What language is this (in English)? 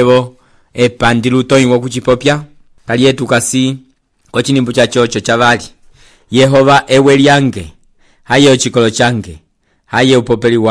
Umbundu